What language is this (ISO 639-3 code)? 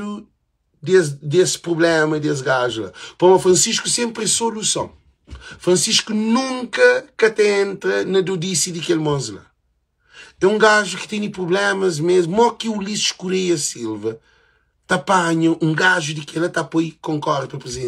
kea